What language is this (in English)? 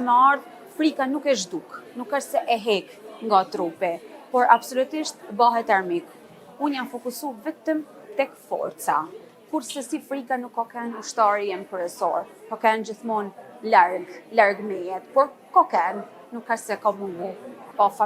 Albanian